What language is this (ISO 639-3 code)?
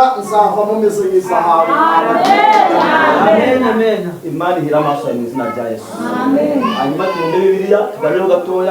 kin